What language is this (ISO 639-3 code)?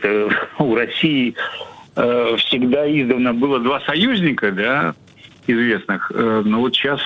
rus